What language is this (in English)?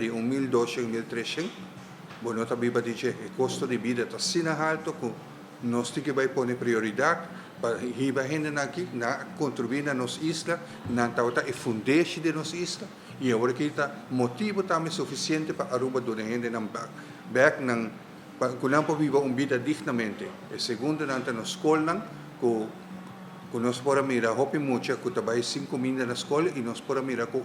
Papiamento